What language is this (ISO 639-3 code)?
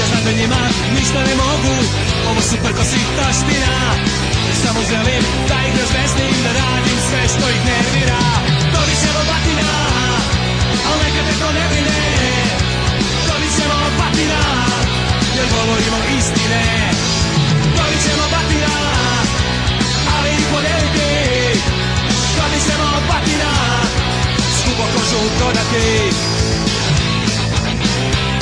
srp